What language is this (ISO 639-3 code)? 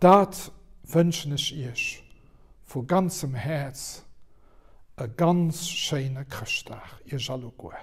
ltz